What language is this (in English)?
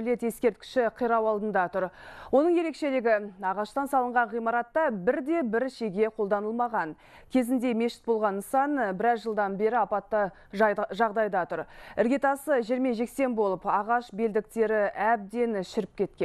Kazakh